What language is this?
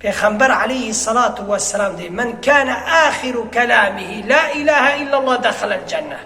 Kurdish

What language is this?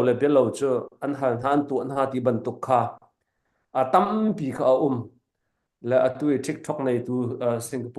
Hakha Chin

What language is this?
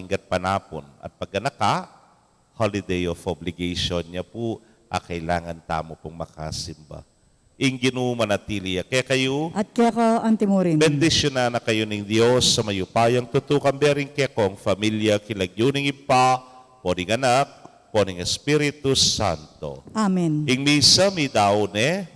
Pampanga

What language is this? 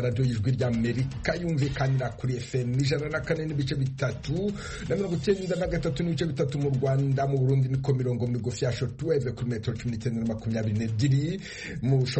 Kinyarwanda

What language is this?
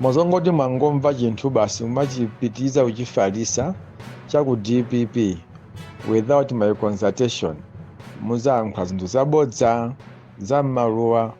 Nyanja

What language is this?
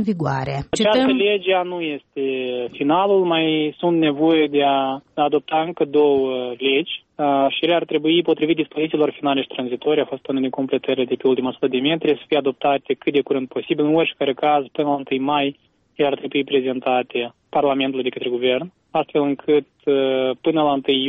Romanian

